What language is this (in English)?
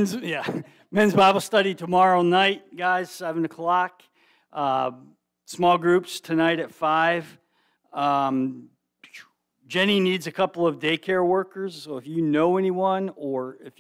English